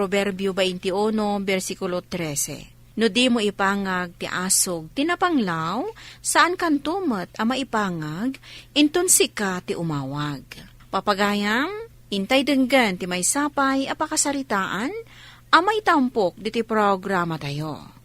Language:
Iloko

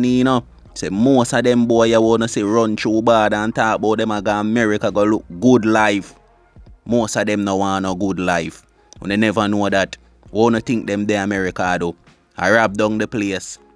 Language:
Jamaican Creole English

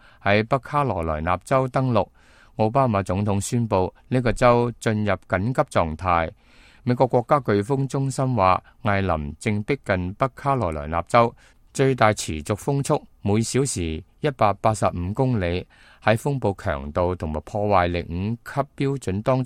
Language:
Cantonese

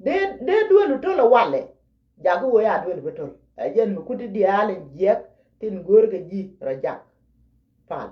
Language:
Nuer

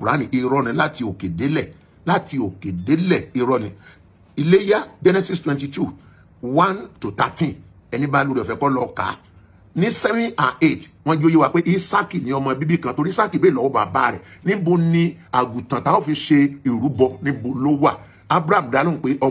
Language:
Yoruba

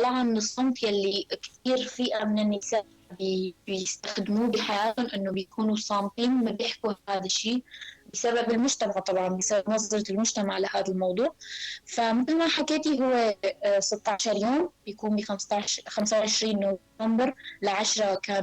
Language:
North Levantine Arabic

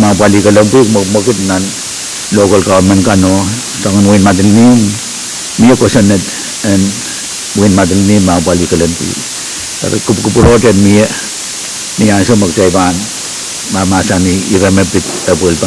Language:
Pohnpeian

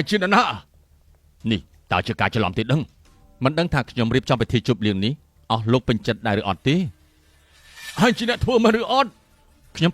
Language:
Khmer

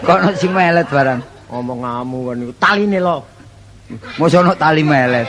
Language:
Javanese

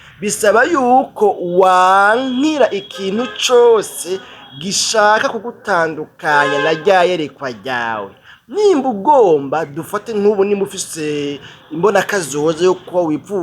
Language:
Rundi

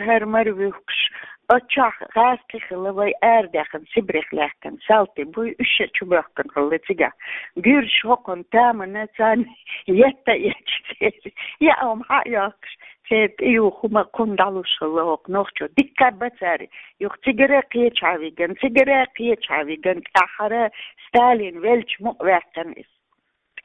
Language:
Chechen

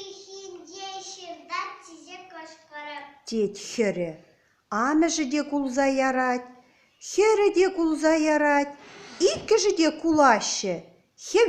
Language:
Chuvash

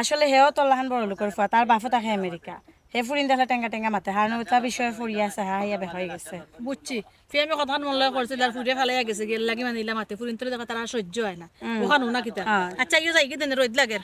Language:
Sylheti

